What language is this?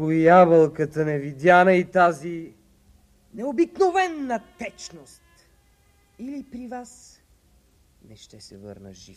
Bulgarian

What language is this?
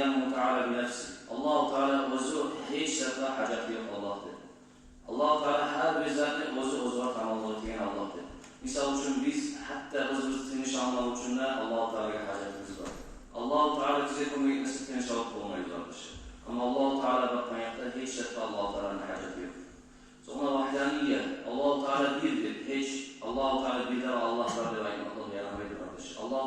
Kumyk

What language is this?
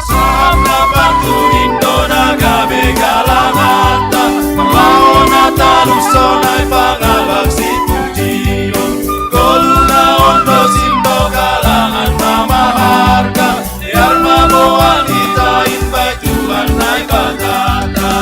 Batak Simalungun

